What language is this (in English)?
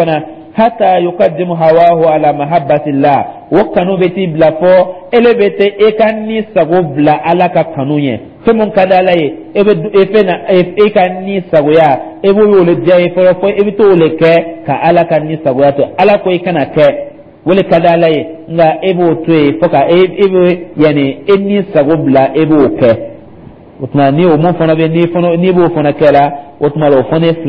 Dyula